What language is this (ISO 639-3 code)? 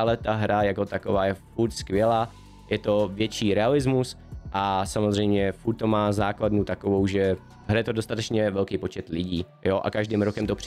ces